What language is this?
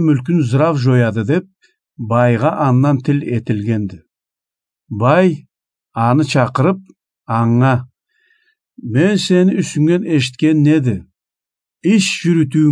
Karachay-Balkar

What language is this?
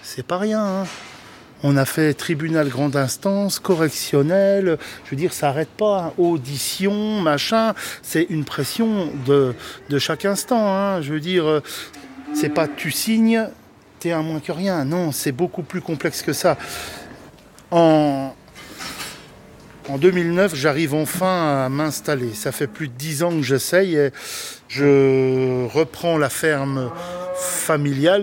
French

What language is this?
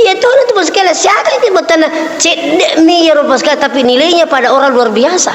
Buginese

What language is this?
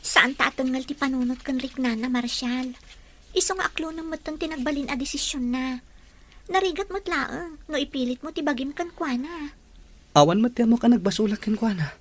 Iloko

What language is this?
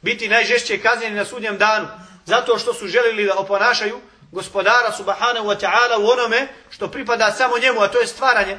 Bosnian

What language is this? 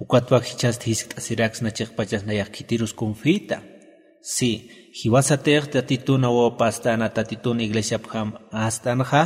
Aymara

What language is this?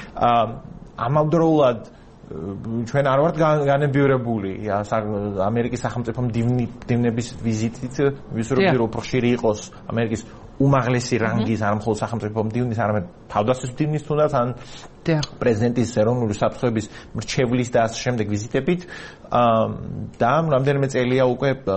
Georgian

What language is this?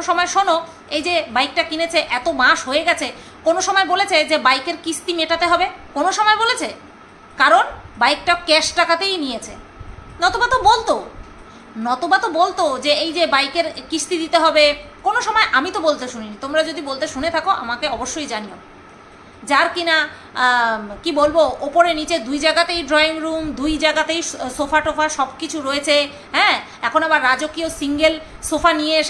Bangla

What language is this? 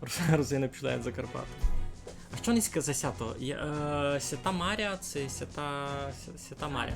Rusyn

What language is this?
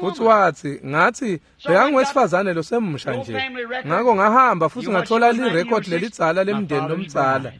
Swati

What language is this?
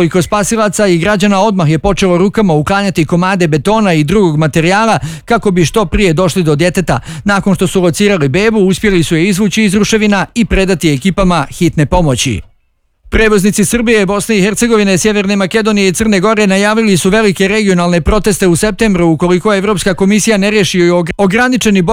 Bosnian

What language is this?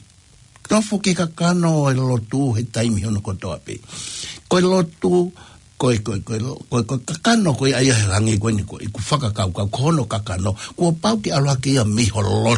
Tongan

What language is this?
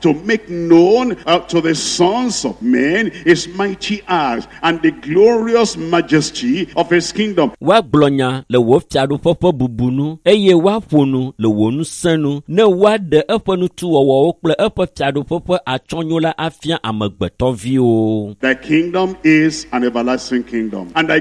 Ewe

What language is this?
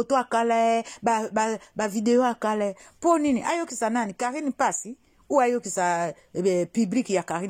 Lingala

